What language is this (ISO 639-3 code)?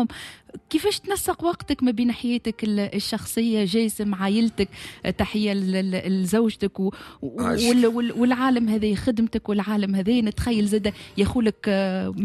aeb